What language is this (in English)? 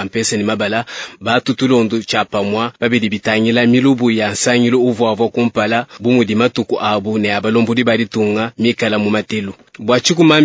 Luba-Lulua